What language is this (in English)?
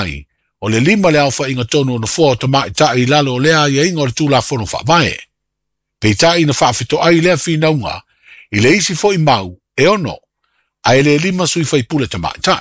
Samoan